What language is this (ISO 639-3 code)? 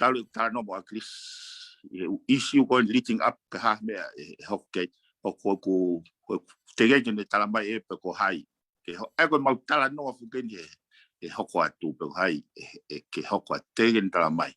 ton